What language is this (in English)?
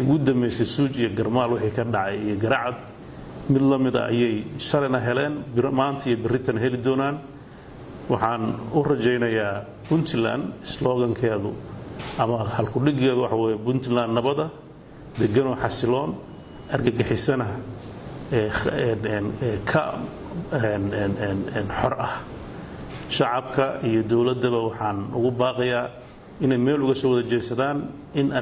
Somali